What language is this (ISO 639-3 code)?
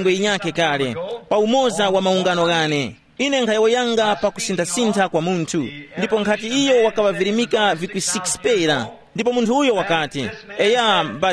tum